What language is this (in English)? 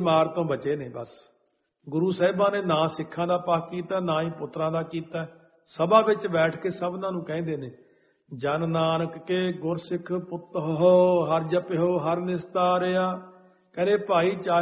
Punjabi